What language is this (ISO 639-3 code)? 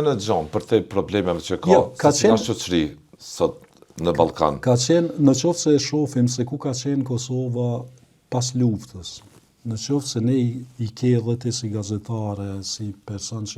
sqi